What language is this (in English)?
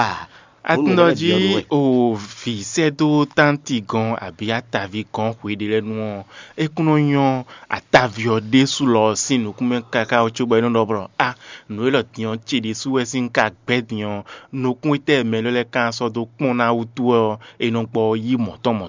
Fon